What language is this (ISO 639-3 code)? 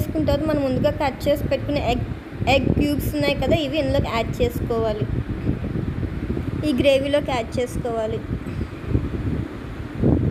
tel